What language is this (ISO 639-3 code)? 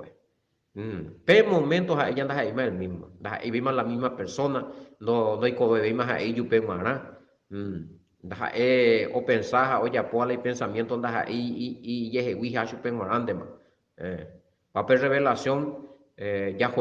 grn